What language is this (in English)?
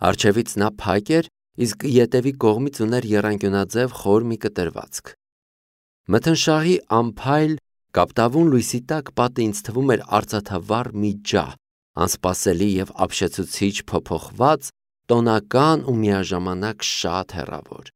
Armenian